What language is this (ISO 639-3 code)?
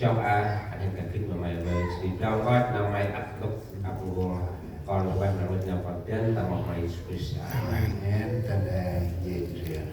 cmo